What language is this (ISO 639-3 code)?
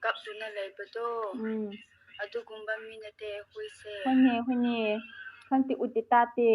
mni